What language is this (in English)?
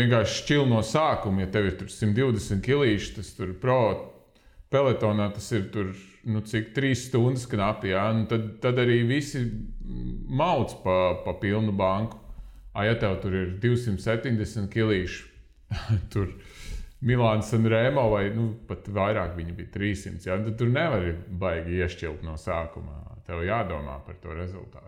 Latvian